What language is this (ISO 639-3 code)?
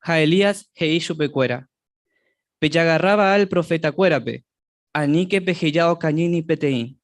grn